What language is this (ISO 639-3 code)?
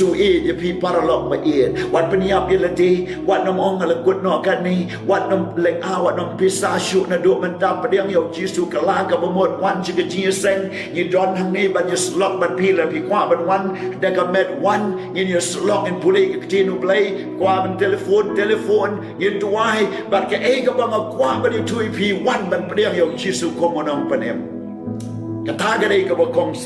kha